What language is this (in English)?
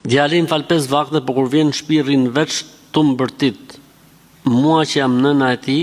Albanian